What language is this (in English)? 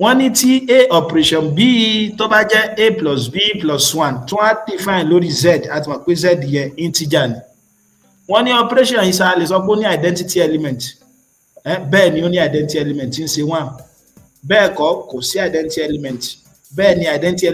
Yoruba